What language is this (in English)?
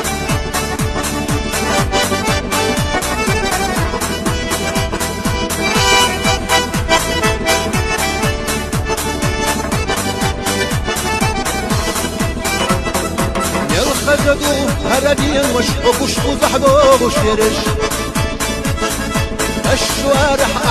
Chechen